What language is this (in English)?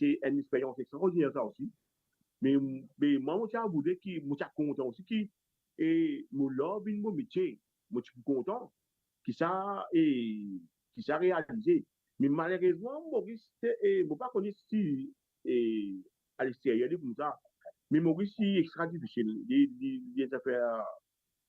Morisyen